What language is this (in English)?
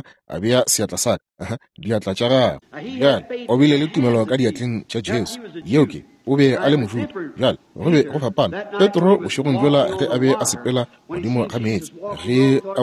Northern Sotho